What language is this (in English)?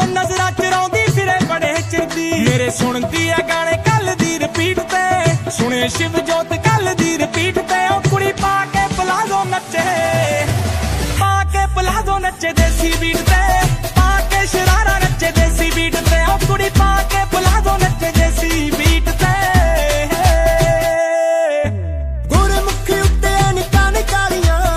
Punjabi